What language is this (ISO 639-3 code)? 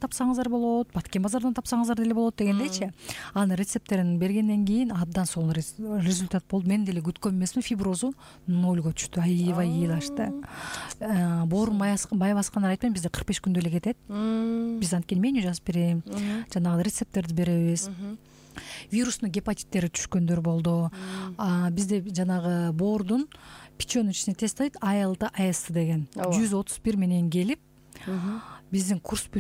kir